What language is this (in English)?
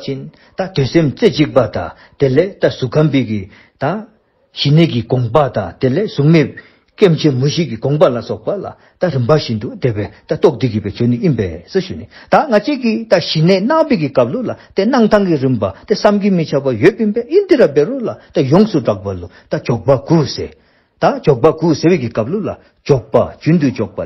Dzongkha